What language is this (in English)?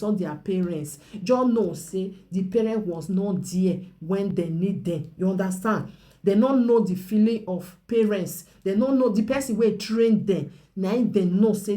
Nigerian Pidgin